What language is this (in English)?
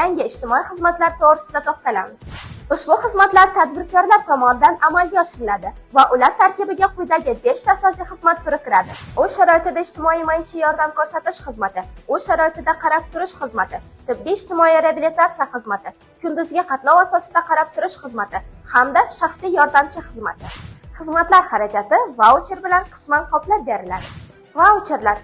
Uzbek